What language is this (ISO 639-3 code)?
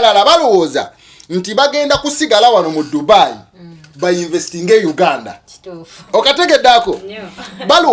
lug